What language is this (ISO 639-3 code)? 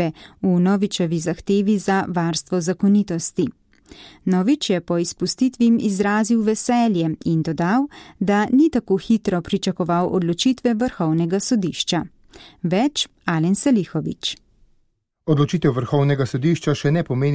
slv